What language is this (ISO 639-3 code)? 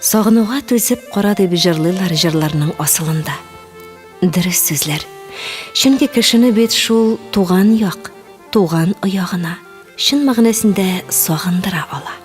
tat